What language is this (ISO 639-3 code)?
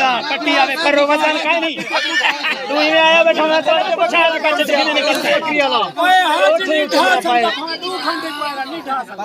skr